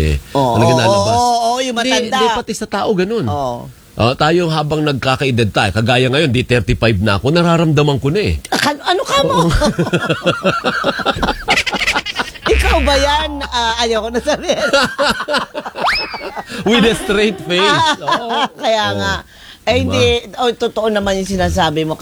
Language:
Filipino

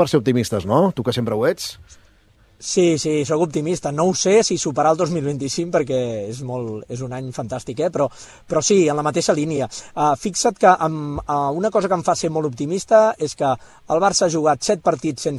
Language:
Catalan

